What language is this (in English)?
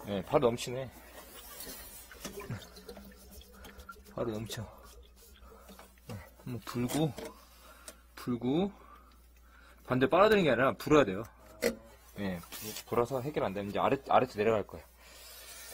Korean